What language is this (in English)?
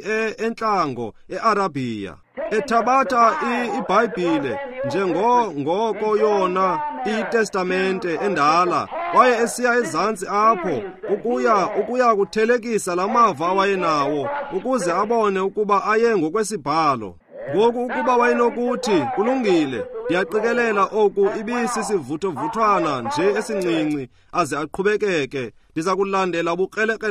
Xhosa